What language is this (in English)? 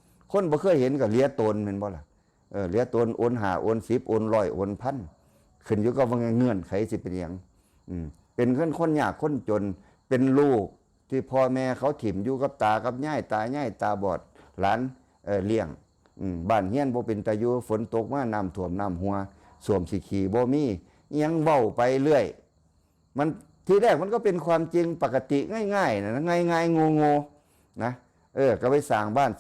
Northeastern Thai